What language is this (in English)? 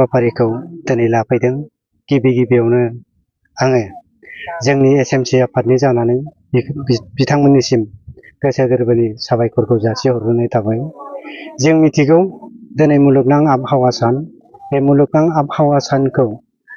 Bodo